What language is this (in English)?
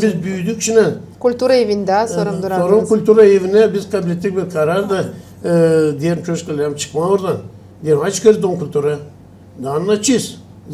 Gagauz